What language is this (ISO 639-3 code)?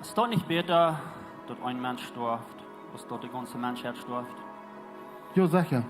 pdt